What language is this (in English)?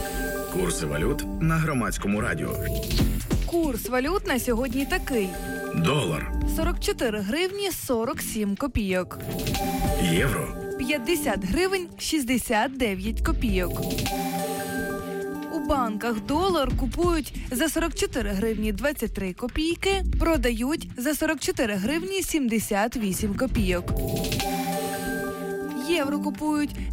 Ukrainian